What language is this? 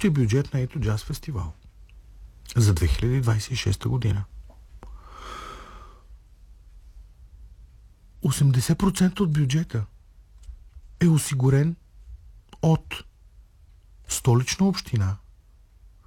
Bulgarian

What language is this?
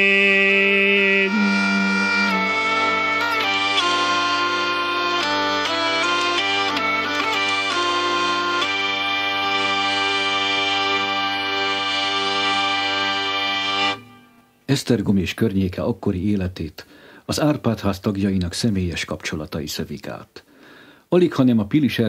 Hungarian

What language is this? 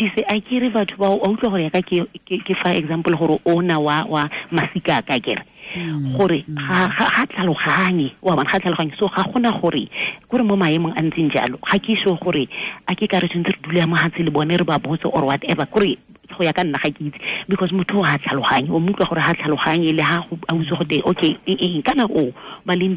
Tswana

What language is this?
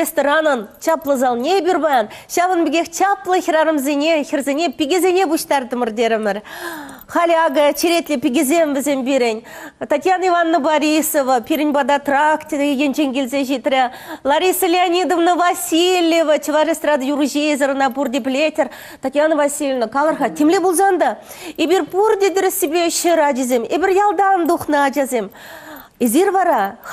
Chuvash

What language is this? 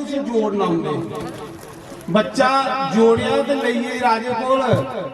Dogri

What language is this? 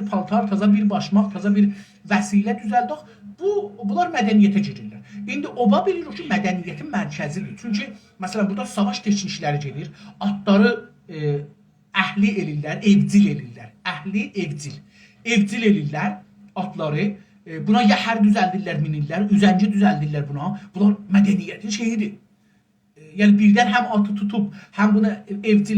South Azerbaijani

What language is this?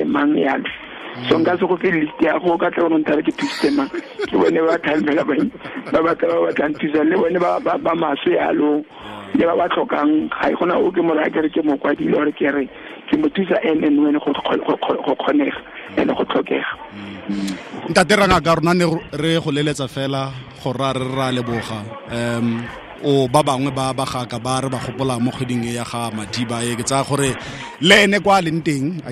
Tswana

